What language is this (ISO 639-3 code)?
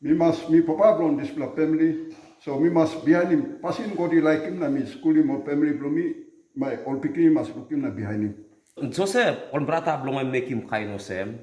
tpi